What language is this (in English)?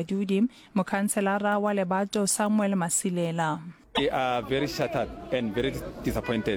Northern Sotho